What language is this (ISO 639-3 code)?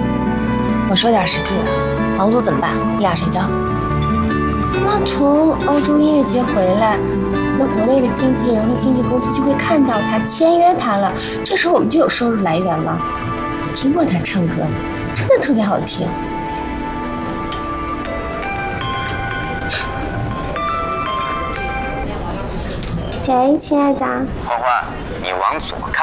zho